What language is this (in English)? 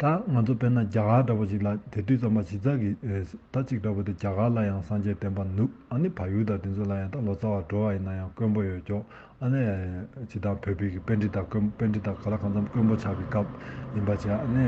Tibetan